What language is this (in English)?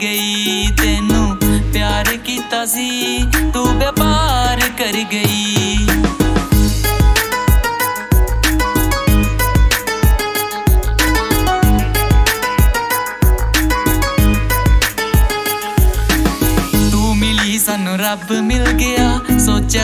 Punjabi